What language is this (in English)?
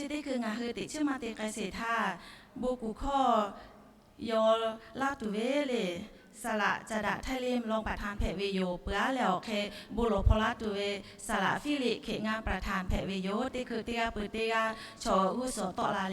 Lahu